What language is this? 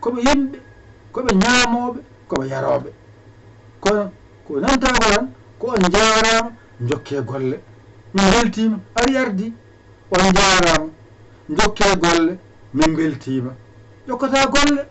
Fula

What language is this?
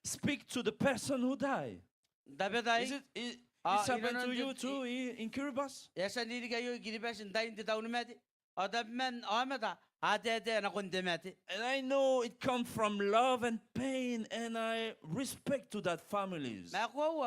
Gilbertese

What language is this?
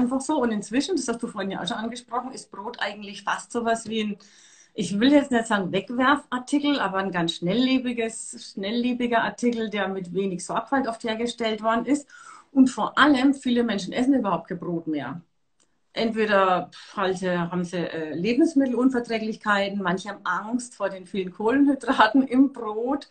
German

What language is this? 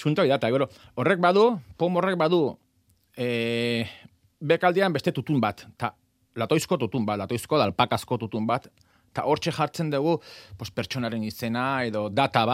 Basque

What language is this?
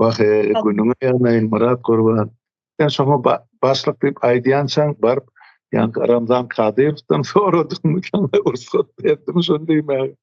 Turkmen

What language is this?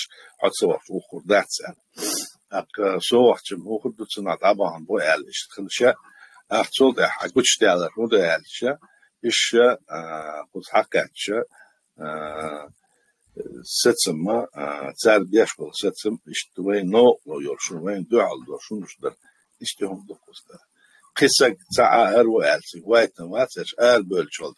Chechen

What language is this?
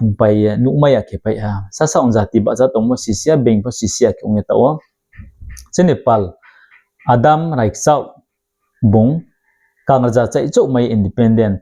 Riang (India)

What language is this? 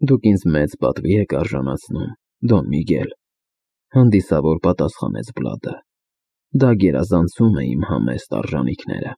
Armenian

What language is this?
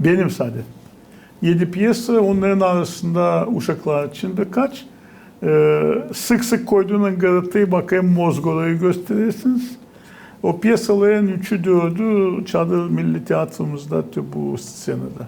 Gagauz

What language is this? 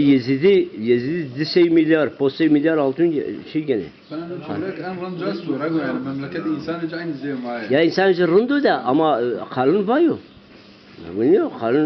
Zaza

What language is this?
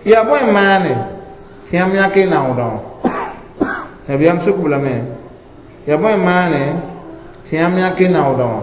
Mossi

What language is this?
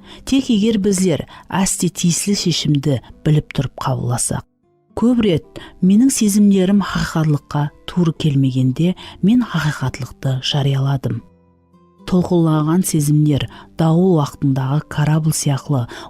Kara-Kalpak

